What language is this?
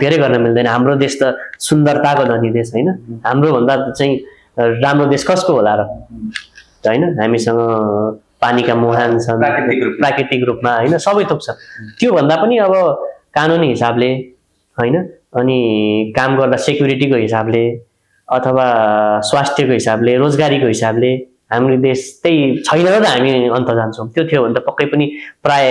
Nepali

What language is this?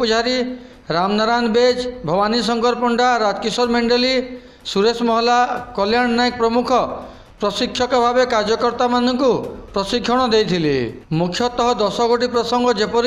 Odia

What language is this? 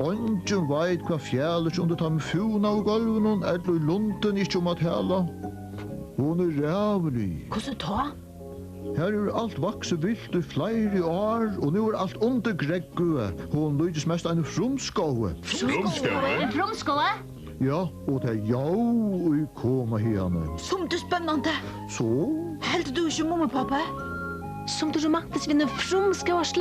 Faroese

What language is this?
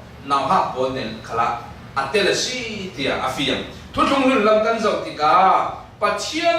Falam Chin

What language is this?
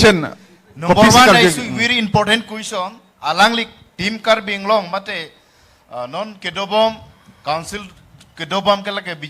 Karbi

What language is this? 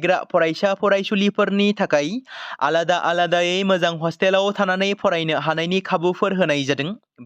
Bodo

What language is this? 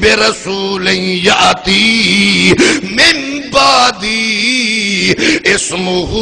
Saraiki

